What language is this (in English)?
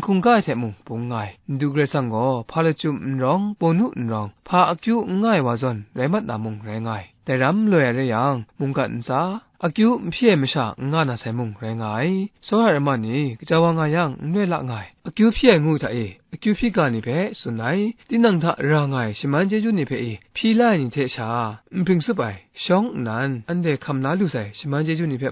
Kachin